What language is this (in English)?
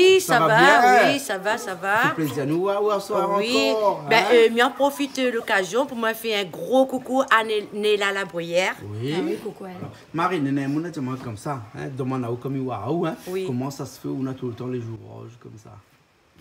Réunion Creole French